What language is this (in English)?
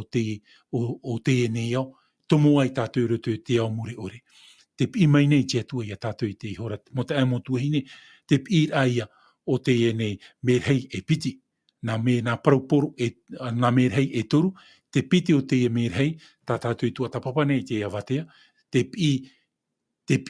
Tahitian